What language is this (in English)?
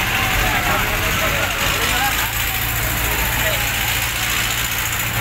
Filipino